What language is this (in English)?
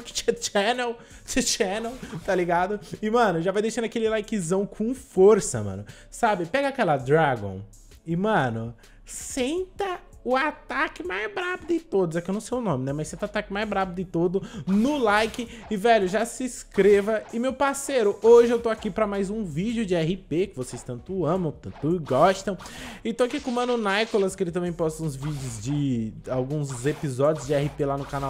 Portuguese